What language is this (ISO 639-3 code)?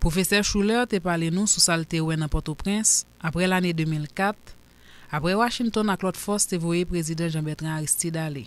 hat